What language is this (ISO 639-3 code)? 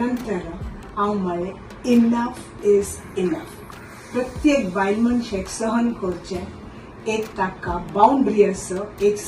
kok